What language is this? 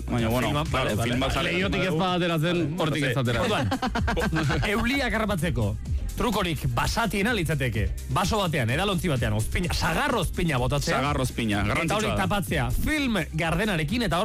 Basque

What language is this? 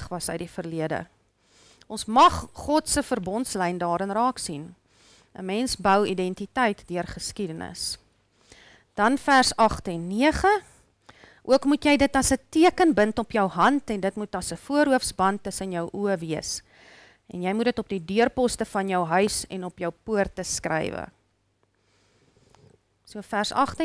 Afrikaans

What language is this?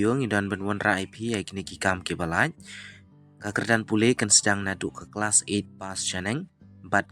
Khasi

